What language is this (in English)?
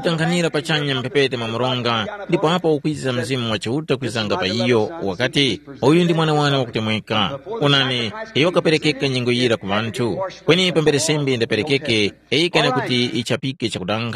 Tumbuka